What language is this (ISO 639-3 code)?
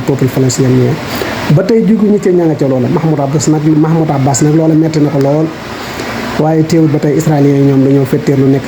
wol